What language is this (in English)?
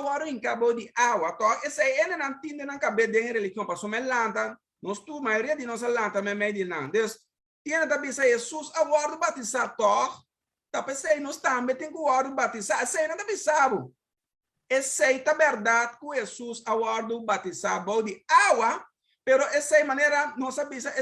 Papiamento